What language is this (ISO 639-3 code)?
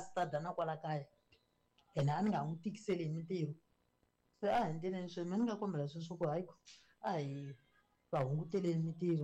tso